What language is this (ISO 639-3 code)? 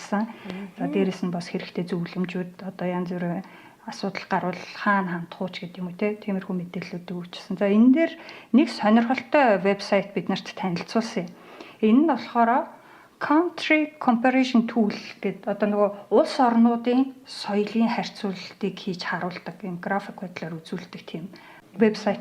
mon